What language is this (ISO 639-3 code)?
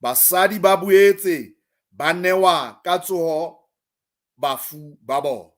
sot